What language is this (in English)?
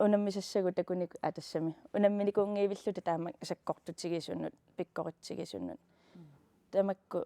Kalaallisut